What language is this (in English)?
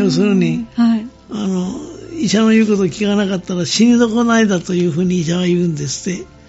Japanese